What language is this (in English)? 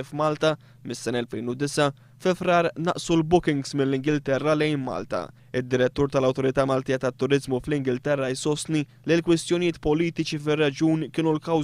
Maltese